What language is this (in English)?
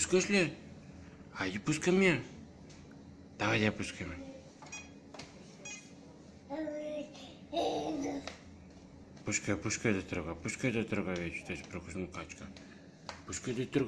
Bulgarian